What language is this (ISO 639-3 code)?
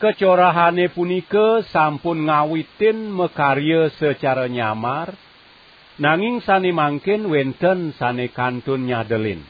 ban